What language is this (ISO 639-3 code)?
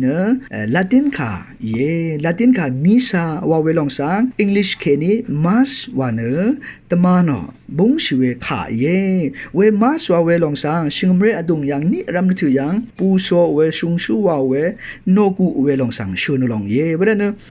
raw